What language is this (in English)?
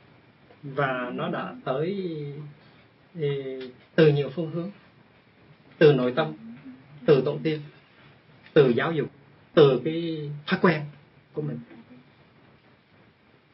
Vietnamese